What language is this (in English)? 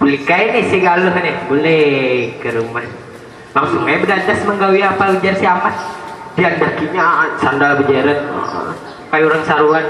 Banjar